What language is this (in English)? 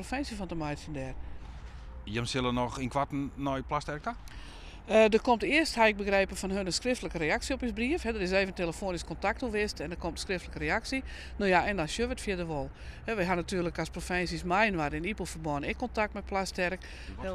Western Frisian